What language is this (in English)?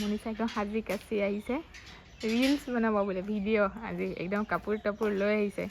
Assamese